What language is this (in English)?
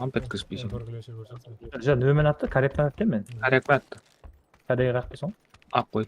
Kara-Kalpak